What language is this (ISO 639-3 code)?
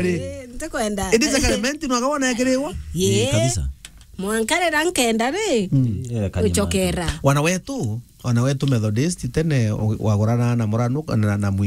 mer